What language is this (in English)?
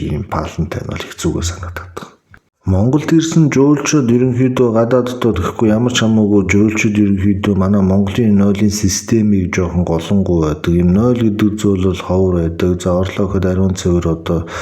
Mongolian